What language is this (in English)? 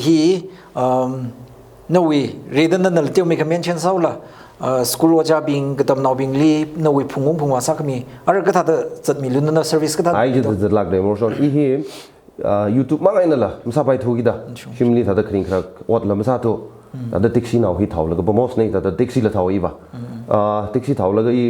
Tangkhul Naga (India)